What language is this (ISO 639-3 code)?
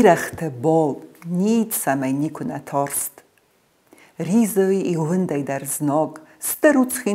oss